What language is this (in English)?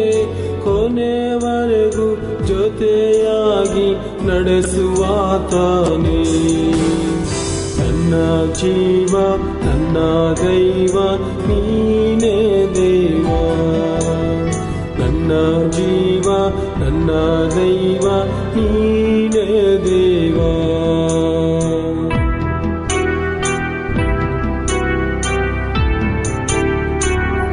Kannada